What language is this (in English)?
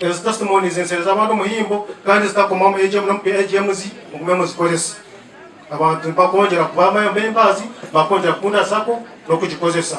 Nyankole